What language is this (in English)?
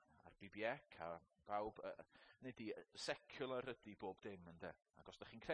Welsh